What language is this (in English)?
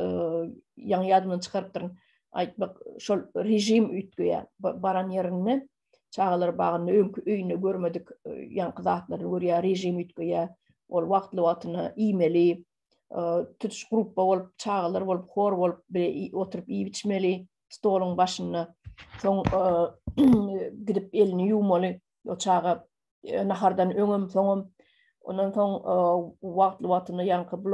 Turkmen